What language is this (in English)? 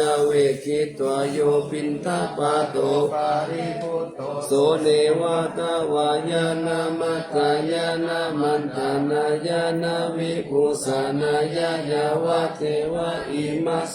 Pali